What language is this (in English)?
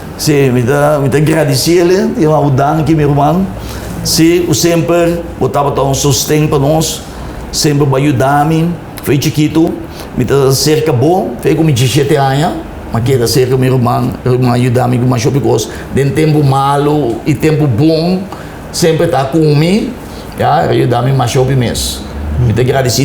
Papiamento